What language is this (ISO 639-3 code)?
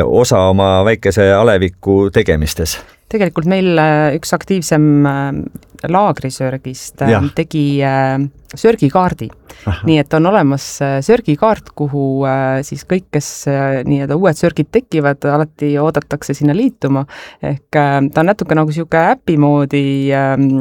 est